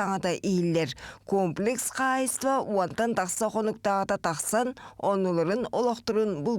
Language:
Yakut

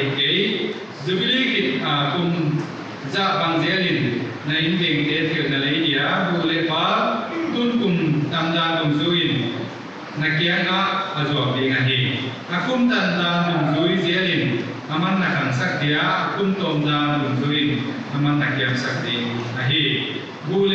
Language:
Paite Chin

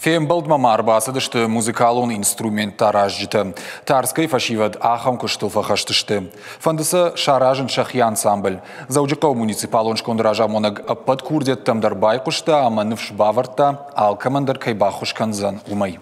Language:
Ossetic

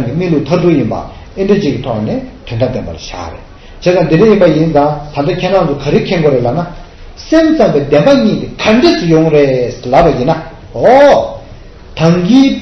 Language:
Tibetan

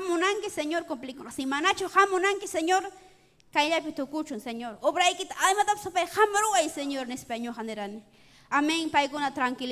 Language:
Ayacucho Quechua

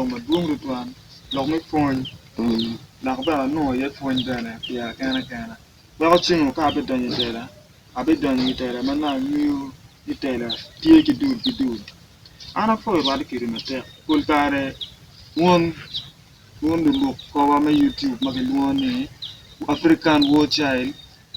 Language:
Acoli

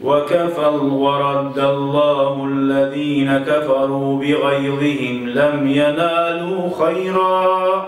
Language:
Kumyk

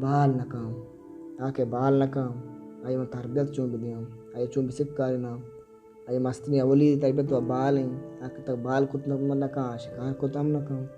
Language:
Baluchi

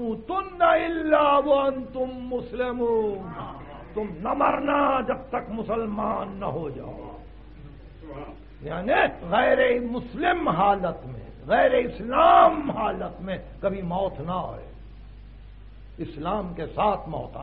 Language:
Urdu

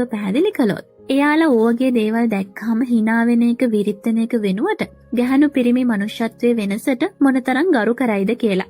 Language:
Sinhala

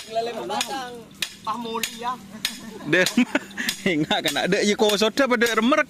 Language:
Madurese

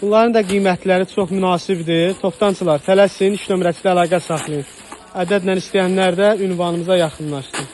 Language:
Azerbaijani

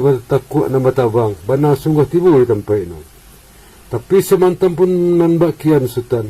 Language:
Minangkabau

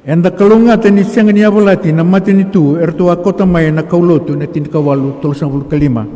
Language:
Fijian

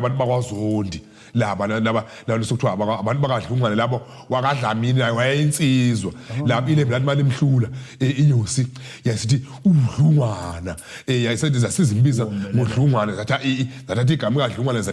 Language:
Zulu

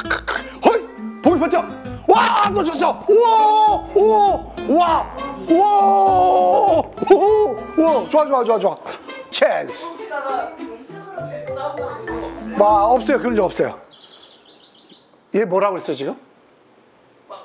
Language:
Korean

